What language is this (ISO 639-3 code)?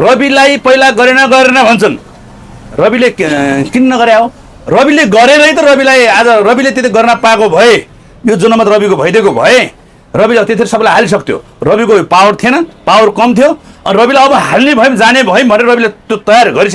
nep